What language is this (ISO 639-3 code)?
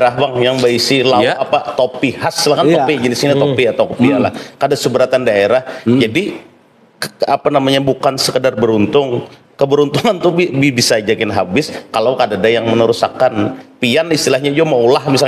bjn